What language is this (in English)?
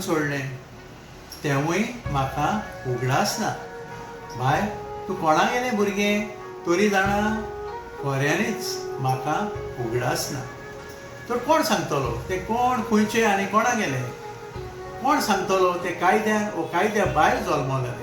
Konkani